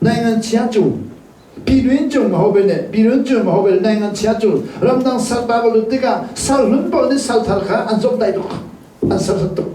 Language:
Hakha Chin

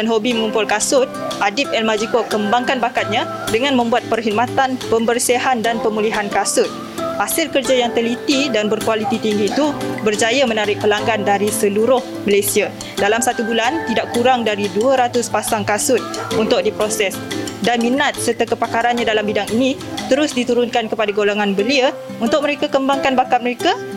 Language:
Malay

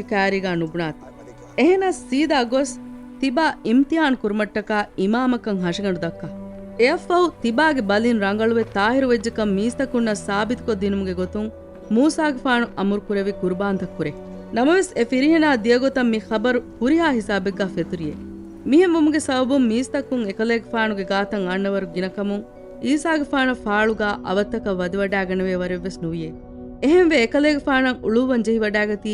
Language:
Divehi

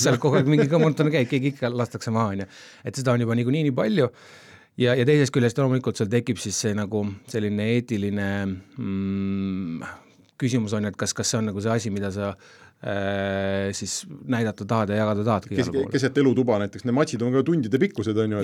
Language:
Estonian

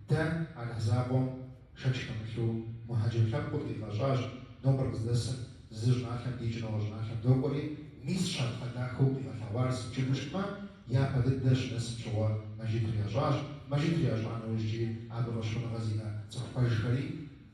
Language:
Kabardian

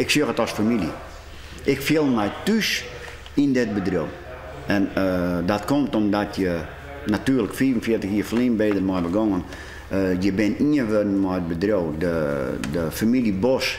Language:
Western Frisian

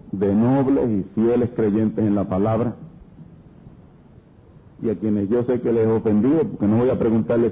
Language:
Spanish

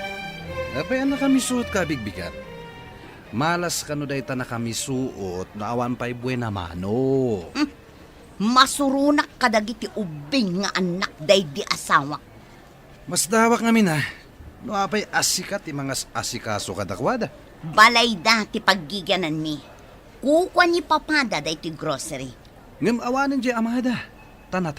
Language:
Iloko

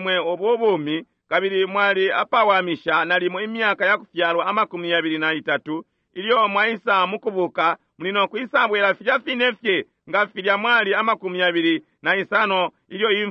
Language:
Bemba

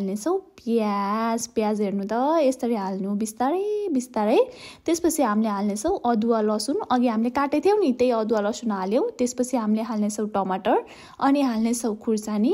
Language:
Nepali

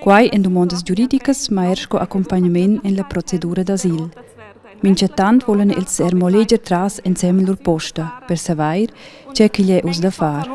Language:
Romansh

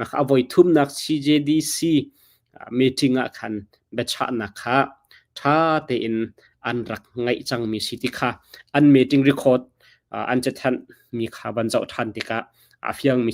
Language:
Hakha Chin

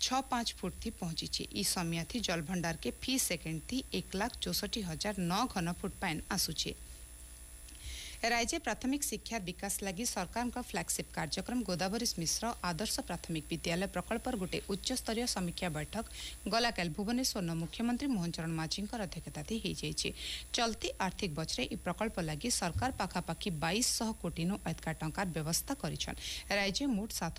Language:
Odia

